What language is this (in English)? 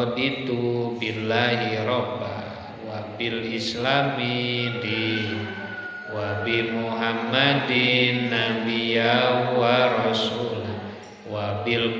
Sundanese